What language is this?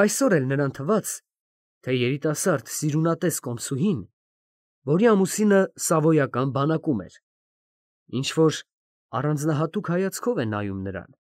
Armenian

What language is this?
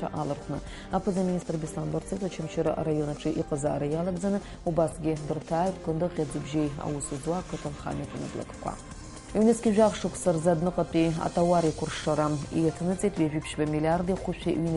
Abkhazian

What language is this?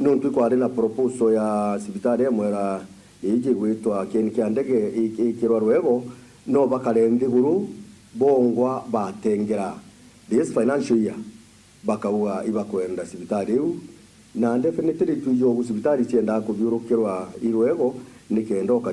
Meru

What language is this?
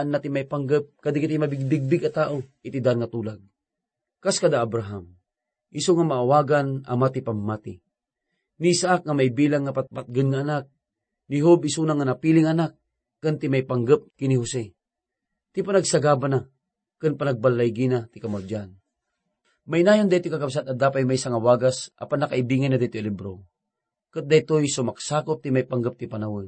Iloko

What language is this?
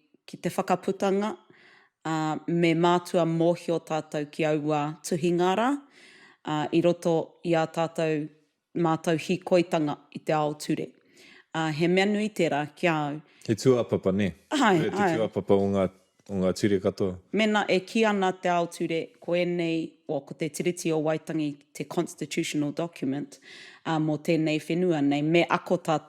Māori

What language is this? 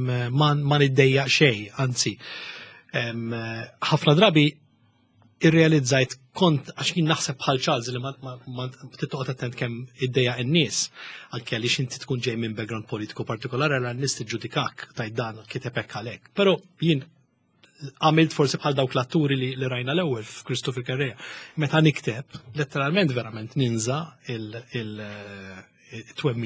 Maltese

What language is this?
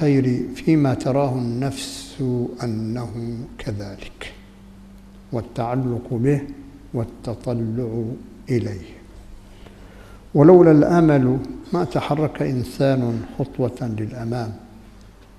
Arabic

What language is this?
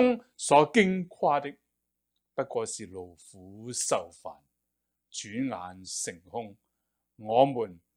Cantonese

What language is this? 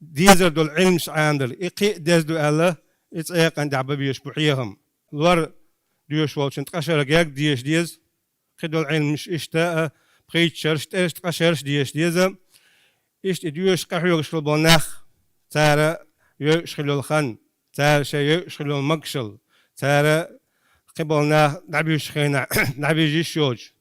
Chechen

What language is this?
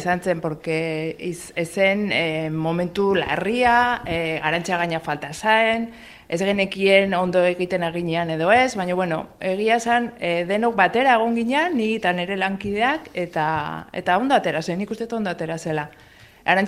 Basque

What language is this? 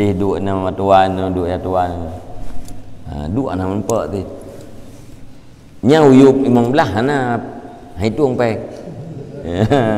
Malay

